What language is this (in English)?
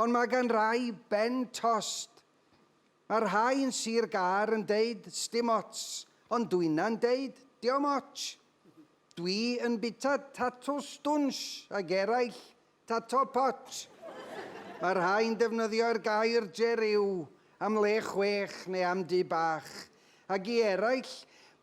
Welsh